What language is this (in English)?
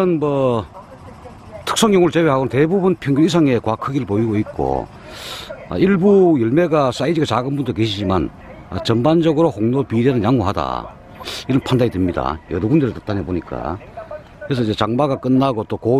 Korean